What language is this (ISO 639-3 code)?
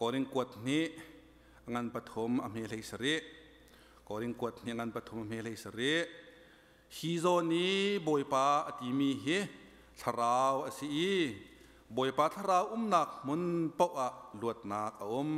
cnh